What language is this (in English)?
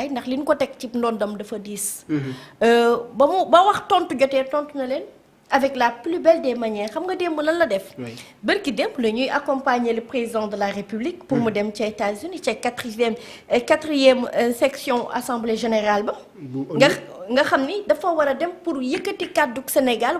Wolof